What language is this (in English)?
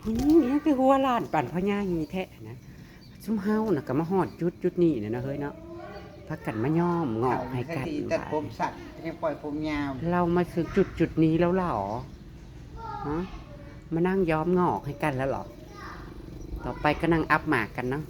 Northeastern Thai